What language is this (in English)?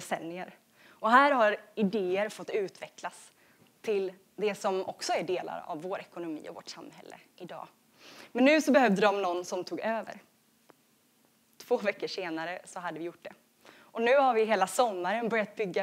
Swedish